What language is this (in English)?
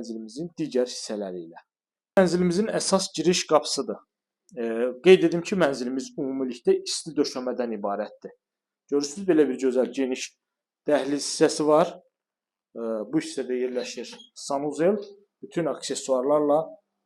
Azerbaijani